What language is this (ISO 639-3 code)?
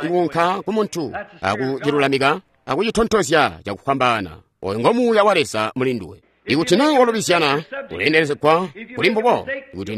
toi